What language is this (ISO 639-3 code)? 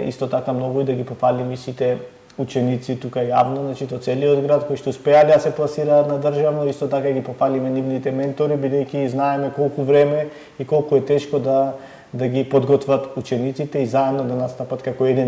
mkd